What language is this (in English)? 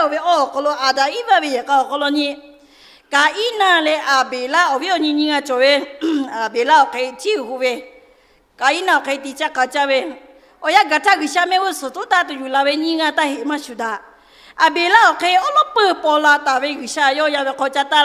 Lahu